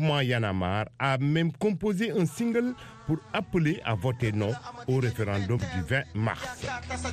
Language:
French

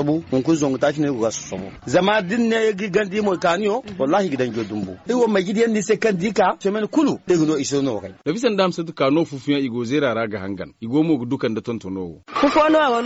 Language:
Zarma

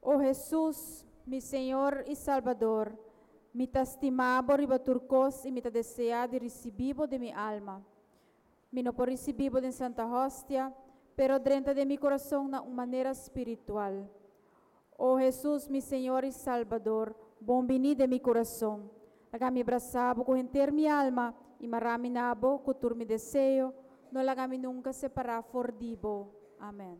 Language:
Papiamento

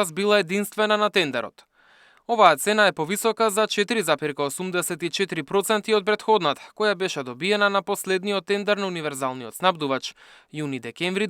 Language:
Macedonian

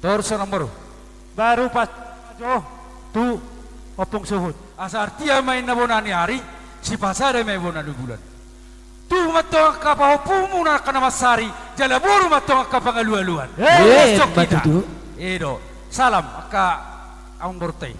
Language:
Batak Toba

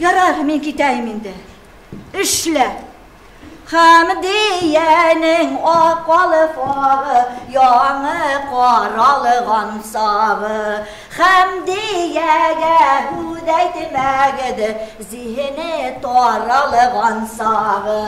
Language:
Bashkir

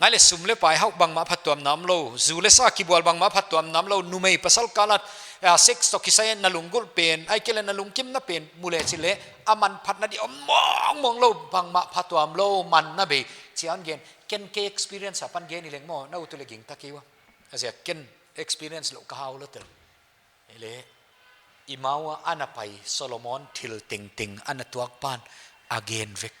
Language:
Paite Chin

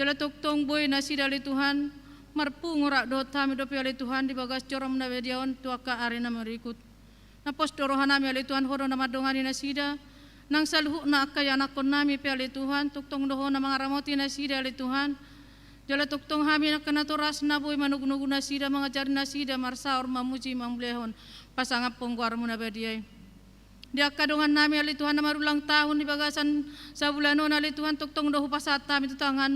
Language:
Batak Toba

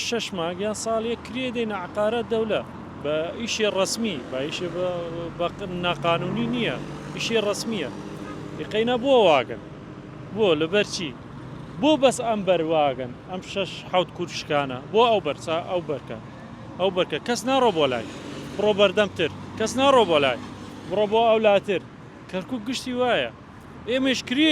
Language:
Central Kurdish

